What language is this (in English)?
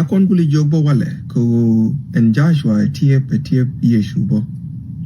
Nuer